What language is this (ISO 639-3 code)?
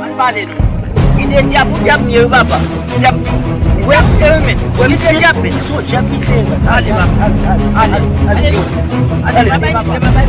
hat